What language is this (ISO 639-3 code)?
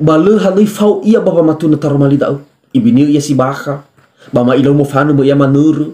nia